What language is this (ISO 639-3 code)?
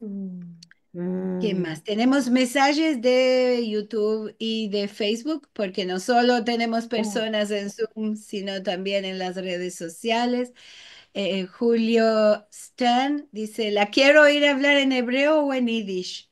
lad